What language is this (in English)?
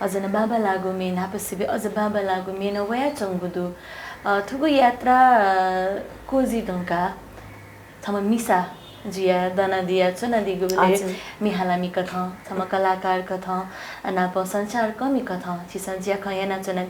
Newari